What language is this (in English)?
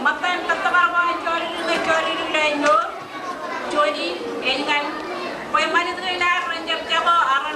Marshallese